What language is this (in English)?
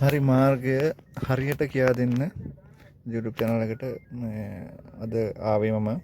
Sinhala